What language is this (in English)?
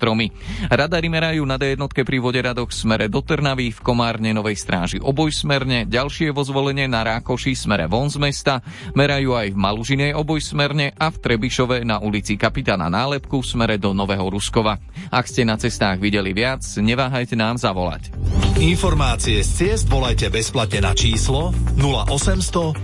Slovak